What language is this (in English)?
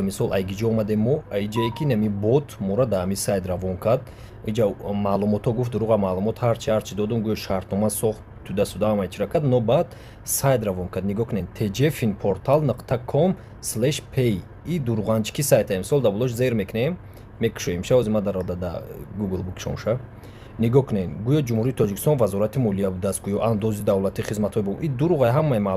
Tajik